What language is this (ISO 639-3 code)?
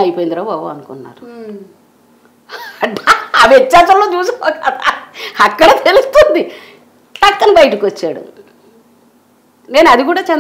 tel